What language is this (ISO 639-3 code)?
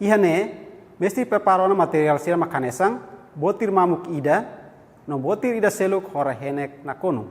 tet